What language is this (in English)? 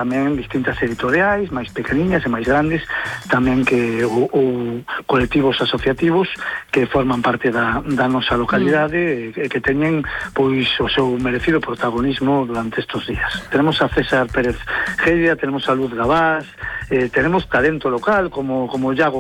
Galician